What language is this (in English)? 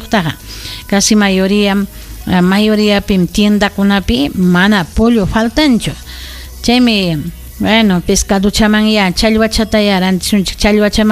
Ayacucho Quechua